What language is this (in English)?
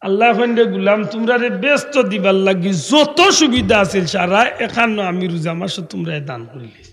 Sylheti